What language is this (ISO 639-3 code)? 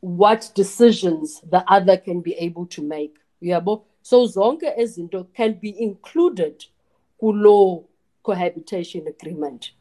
xho